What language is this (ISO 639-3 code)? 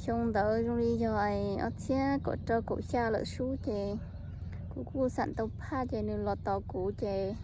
hmn